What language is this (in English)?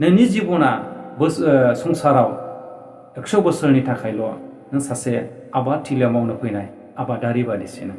Bodo